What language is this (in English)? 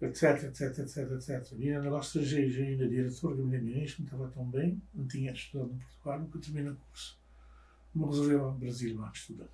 Kabuverdianu